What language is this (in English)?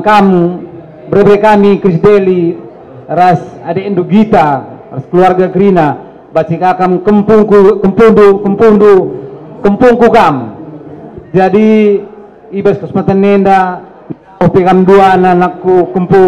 Batak Karo